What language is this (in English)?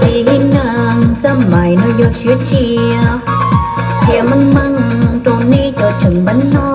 Hmong